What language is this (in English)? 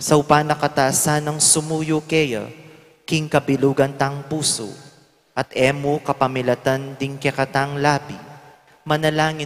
Pampanga